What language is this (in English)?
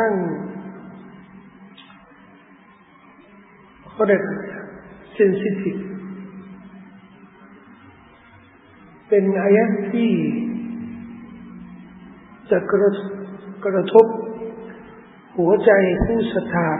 Thai